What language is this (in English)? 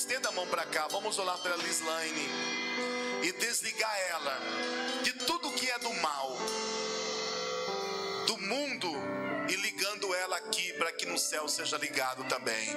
Portuguese